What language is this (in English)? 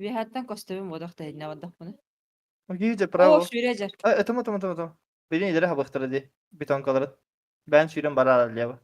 Yakut